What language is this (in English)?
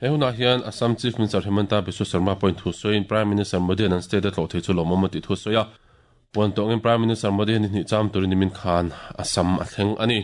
Mizo